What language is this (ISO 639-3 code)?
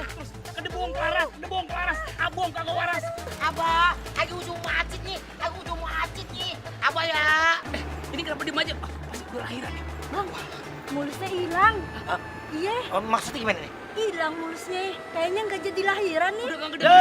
bew